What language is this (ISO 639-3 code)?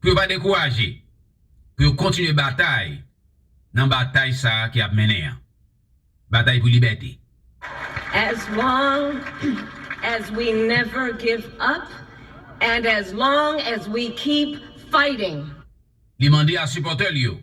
hat